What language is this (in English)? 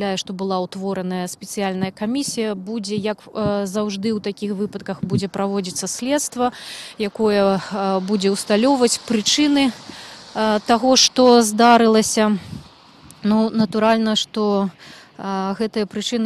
Belarusian